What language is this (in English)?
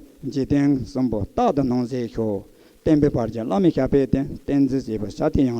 Tibetan